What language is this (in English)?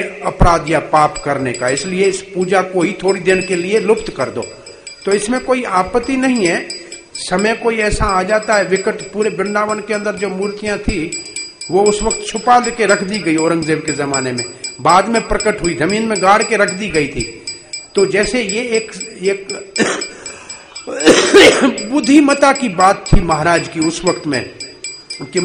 Hindi